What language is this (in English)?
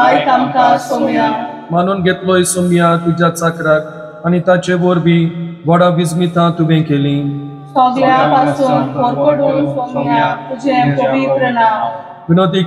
Konkani